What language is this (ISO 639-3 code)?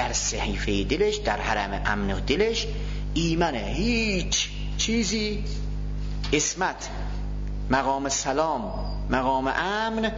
fas